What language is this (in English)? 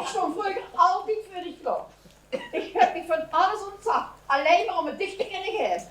Limburgish